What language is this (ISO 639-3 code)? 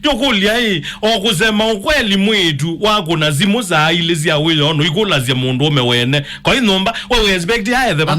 kam